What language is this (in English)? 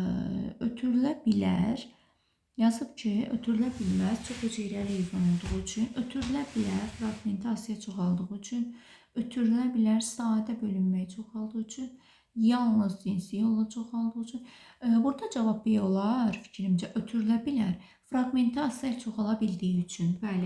Azerbaijani